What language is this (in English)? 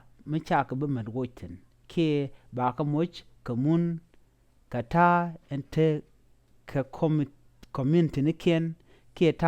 Nuer